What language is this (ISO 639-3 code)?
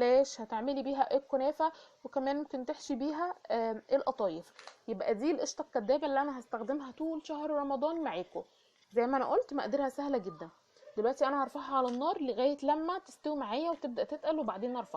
arz